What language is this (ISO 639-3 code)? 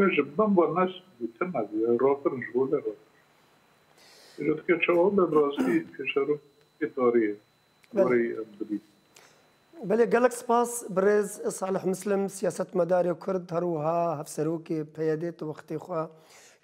kur